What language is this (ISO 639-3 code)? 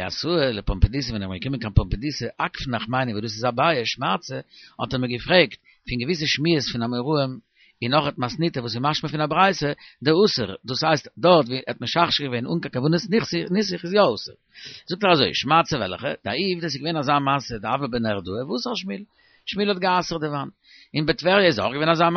yid